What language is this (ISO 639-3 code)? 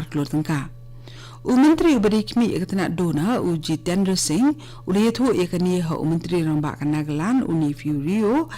kha